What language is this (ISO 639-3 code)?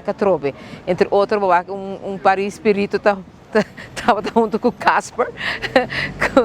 pap